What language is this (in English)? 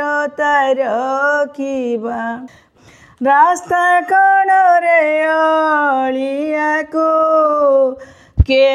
Odia